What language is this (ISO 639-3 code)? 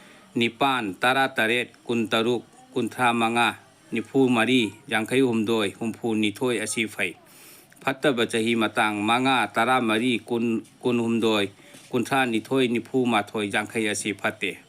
mni